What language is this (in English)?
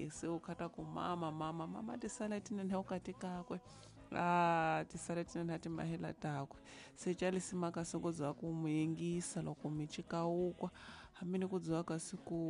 Tsonga